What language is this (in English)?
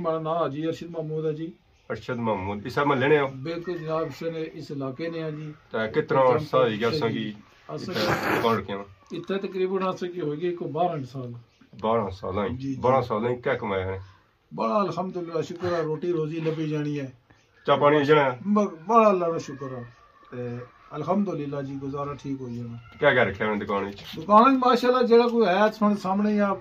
Pahari-Potwari